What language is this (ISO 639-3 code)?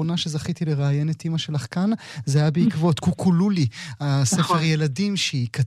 heb